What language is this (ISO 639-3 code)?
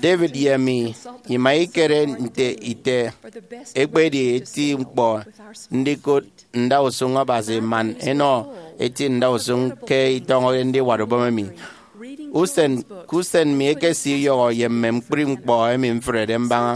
efi